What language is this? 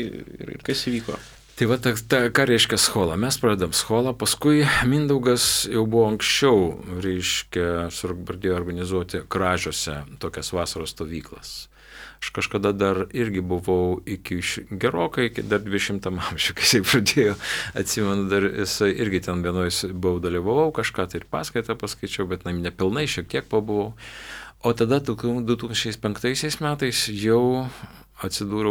Lithuanian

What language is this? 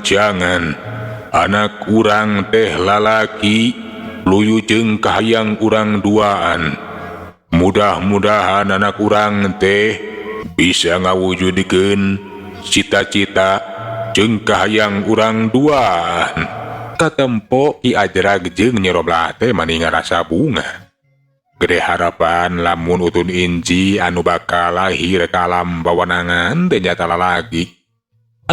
Sundanese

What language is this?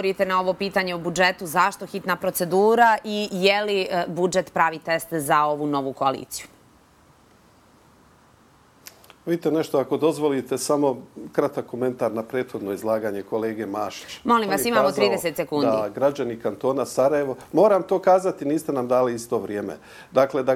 Bosnian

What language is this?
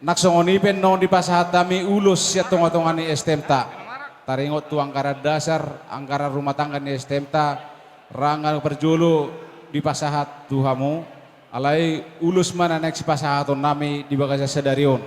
Batak Toba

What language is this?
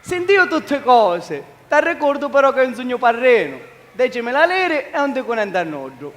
Sicilian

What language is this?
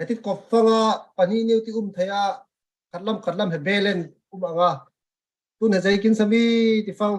Falam Chin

